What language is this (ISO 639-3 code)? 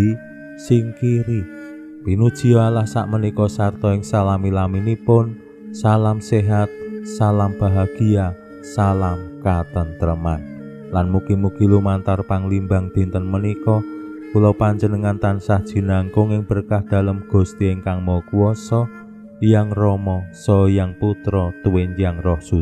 jav